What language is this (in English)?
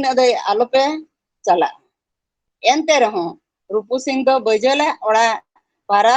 Santali